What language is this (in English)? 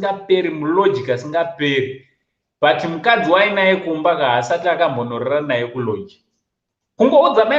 Shona